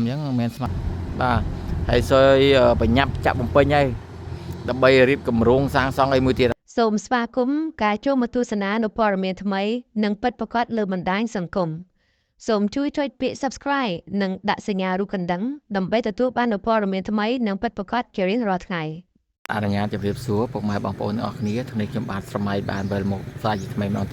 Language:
Khmer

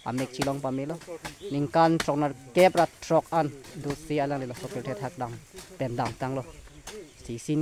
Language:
Karbi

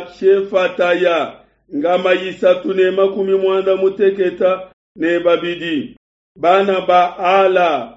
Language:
Luba-Lulua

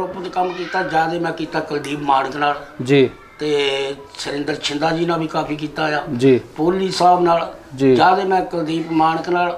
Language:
Punjabi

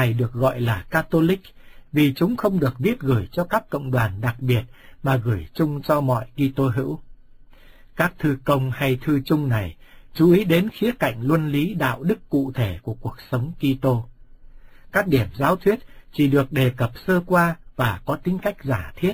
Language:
Vietnamese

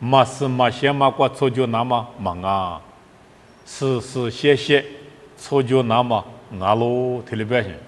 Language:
Lisu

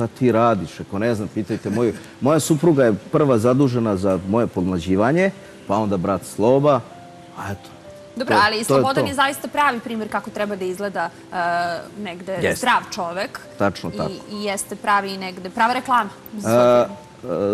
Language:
Serbian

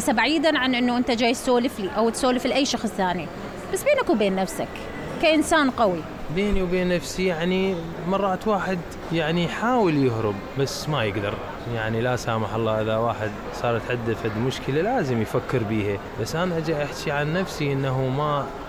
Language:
Mesopotamian Arabic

